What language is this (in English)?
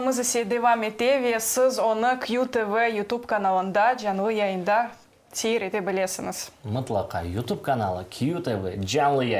Crimean Tatar